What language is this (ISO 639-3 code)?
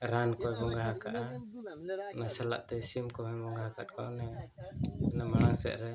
sat